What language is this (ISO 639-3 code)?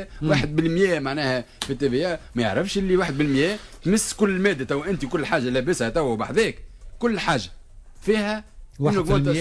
aeb